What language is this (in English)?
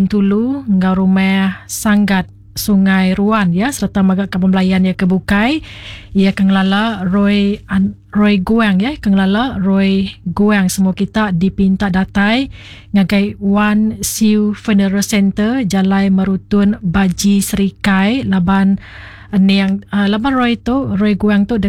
Iban